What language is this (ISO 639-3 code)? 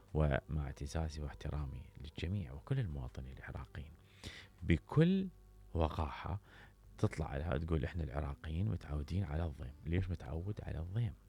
acm